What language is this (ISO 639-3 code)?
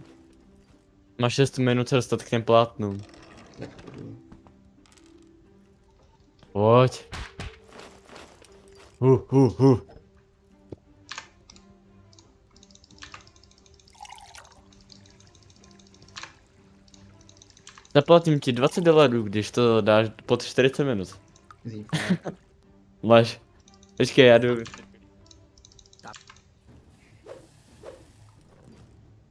ces